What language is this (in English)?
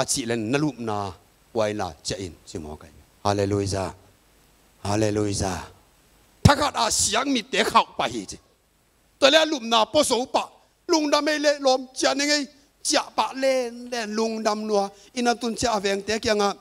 Tedim Chin